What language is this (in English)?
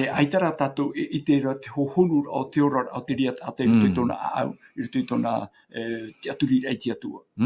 Tahitian